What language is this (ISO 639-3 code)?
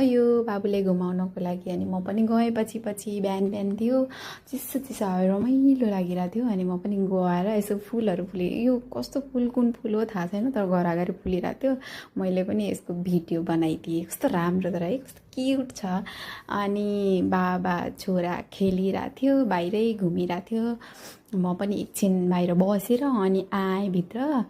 nep